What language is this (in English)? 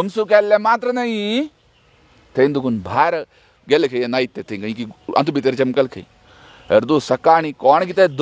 Konkani